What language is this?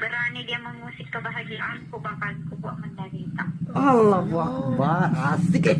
Buginese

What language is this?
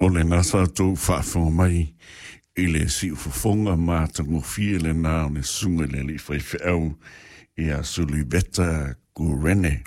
Samoan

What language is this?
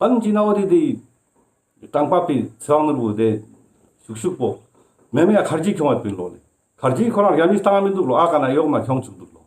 Ladakhi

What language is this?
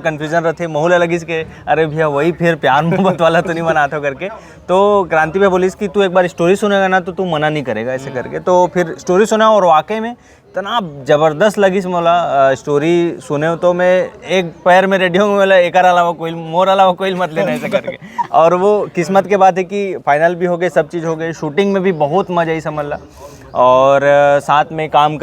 Chhattisgarhi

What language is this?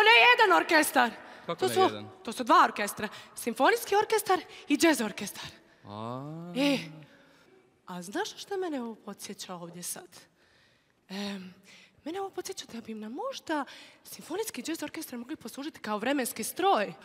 Croatian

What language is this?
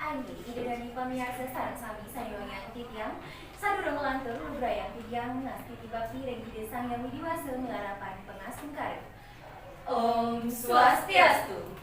Balinese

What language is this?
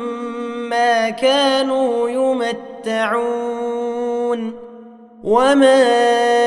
Arabic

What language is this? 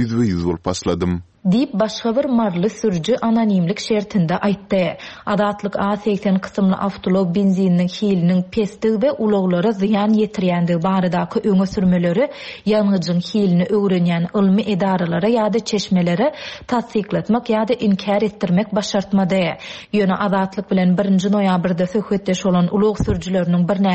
Turkmen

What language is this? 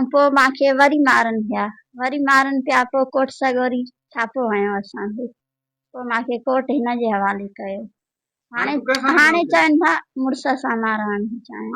Sindhi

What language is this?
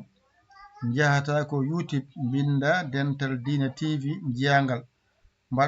Fula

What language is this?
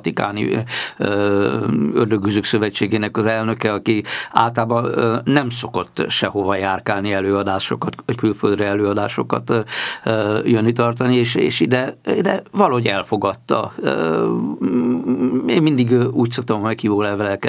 Hungarian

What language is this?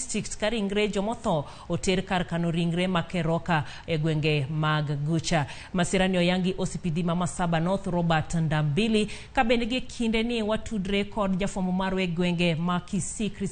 Luo (Kenya and Tanzania)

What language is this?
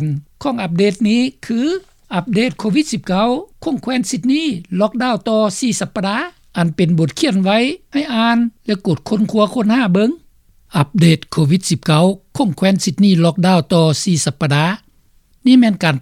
Lao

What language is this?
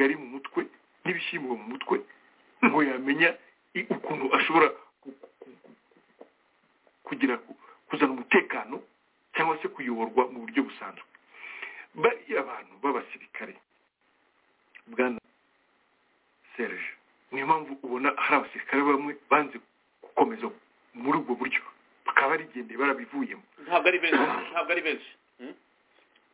Kinyarwanda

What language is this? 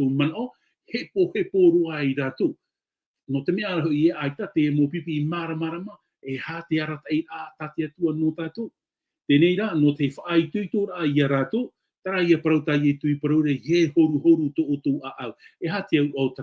Tahitian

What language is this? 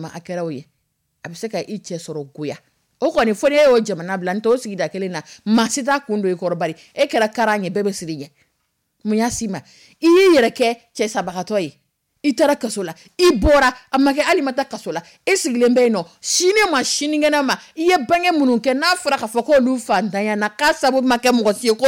Dyula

